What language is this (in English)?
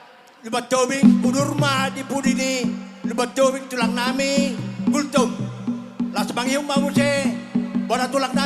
Batak Toba